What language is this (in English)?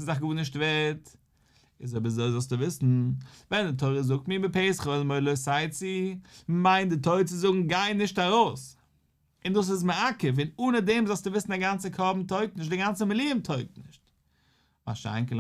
Yiddish